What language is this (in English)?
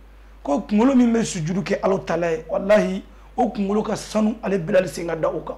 Bambara